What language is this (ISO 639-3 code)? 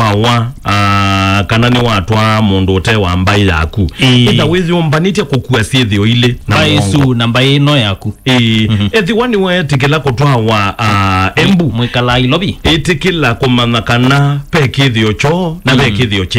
kam